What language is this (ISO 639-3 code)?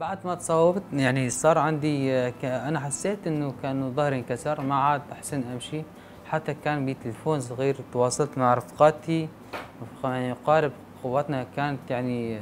apc